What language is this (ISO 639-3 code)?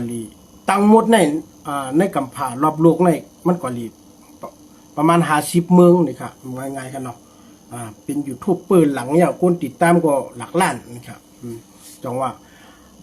shn